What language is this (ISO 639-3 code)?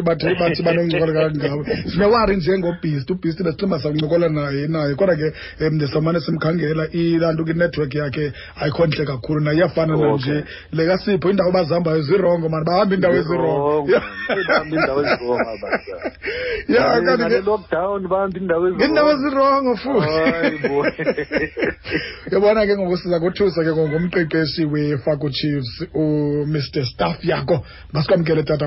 xho